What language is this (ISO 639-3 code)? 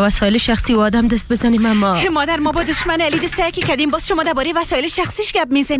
fas